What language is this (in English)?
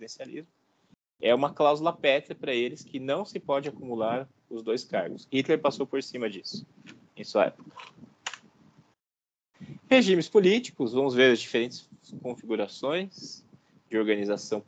Portuguese